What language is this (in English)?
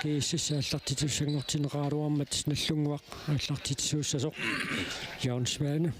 Kalaallisut